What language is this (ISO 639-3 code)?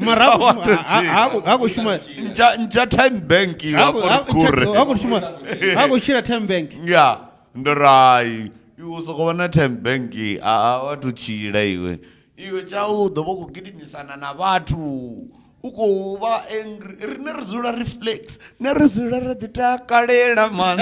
ven